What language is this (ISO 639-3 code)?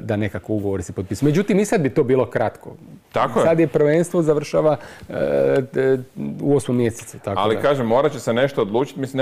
hrv